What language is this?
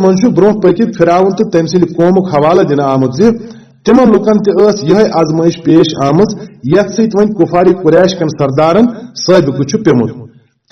Kashmiri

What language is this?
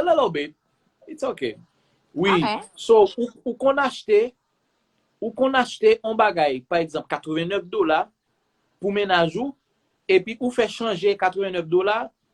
Haitian Creole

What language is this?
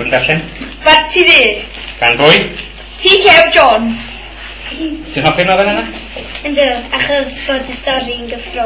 Welsh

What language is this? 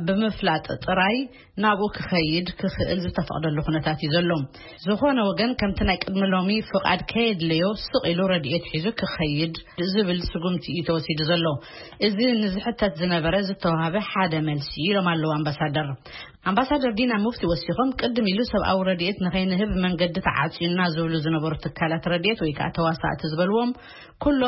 Tigrinya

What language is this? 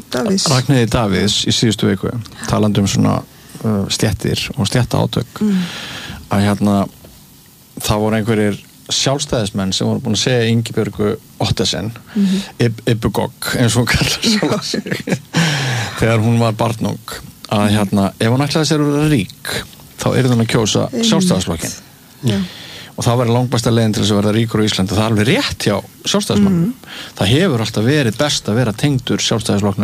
Icelandic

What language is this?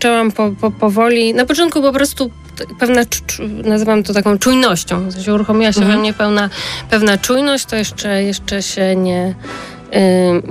Polish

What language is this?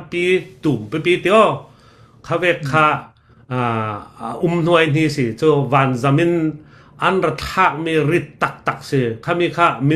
Hakha Chin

